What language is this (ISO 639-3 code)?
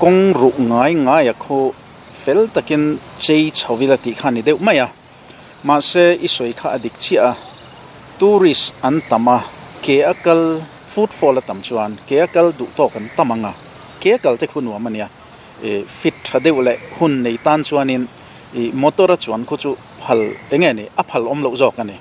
lus